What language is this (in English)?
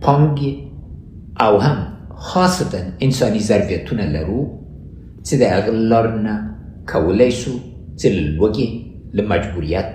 Pashto